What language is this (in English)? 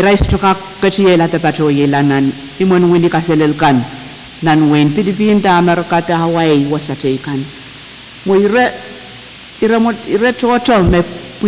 Pohnpeian